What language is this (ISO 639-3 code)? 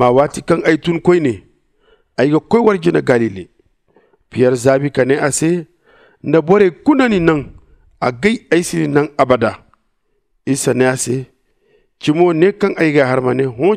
dje